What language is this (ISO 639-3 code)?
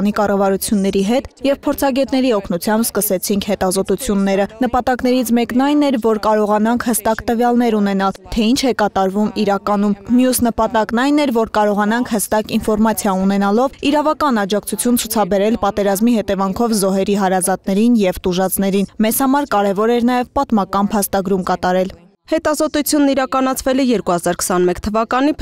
hye